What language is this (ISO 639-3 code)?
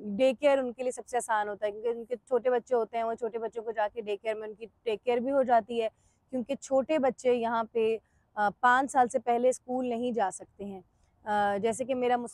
hin